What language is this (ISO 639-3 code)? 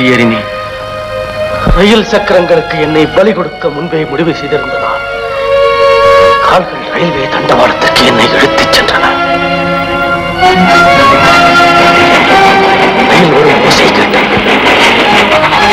tam